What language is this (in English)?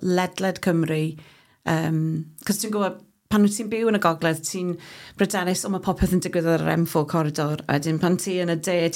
Welsh